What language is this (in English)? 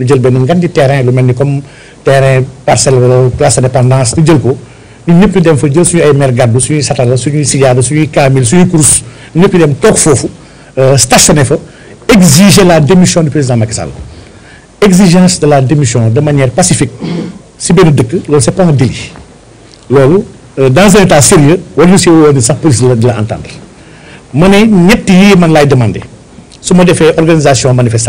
Wolof